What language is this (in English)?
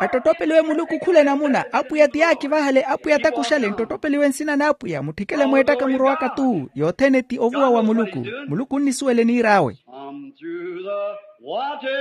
Makhuwa